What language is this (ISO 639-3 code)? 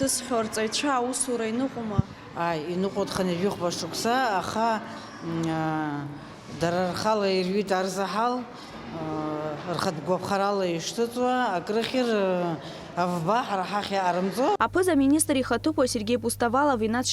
abk